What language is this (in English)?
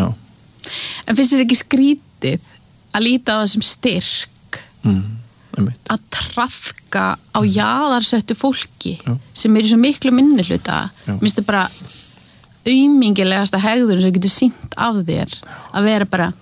Icelandic